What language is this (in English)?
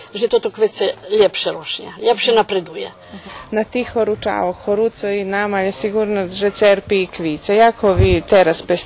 Rusyn